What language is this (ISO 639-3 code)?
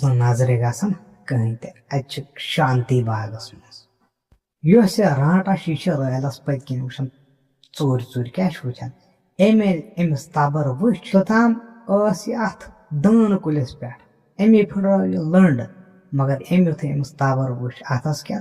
kas